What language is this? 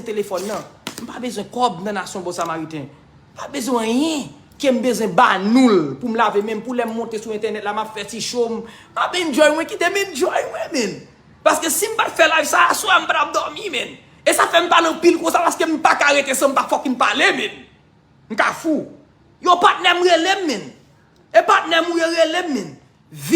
Haitian Creole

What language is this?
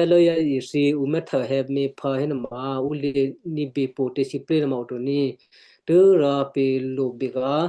Western Kayah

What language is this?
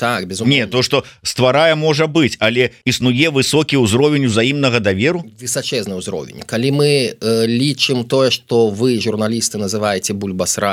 Belarusian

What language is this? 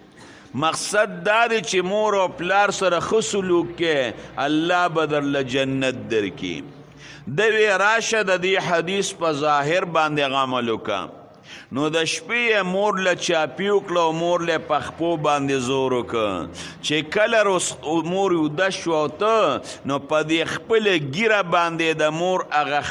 Pashto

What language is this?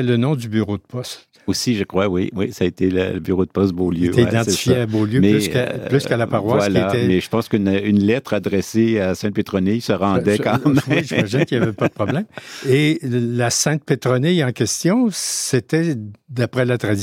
French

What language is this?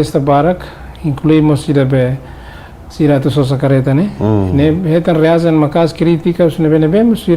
Tetum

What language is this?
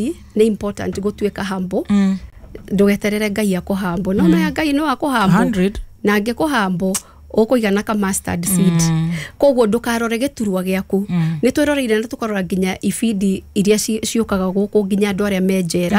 Kikuyu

